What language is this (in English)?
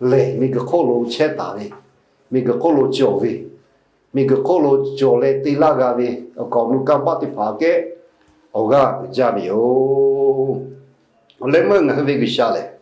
Lahu